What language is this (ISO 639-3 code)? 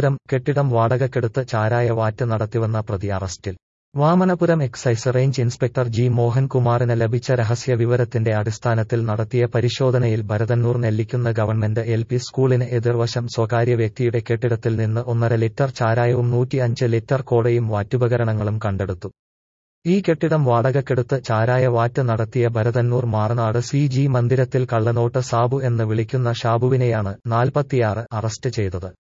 mal